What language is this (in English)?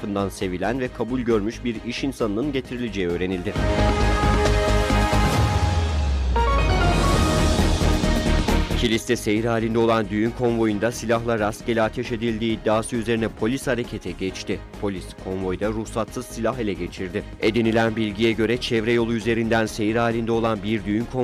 Turkish